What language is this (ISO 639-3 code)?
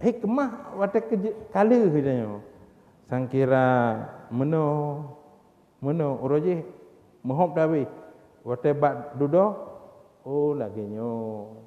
ace